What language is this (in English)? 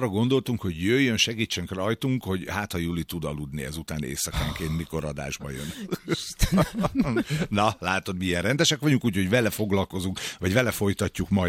Hungarian